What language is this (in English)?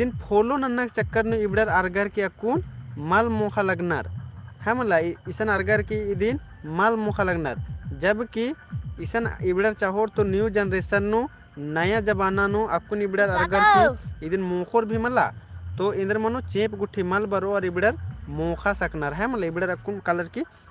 Kurukh